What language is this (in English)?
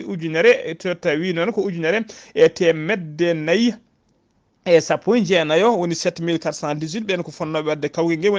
Fula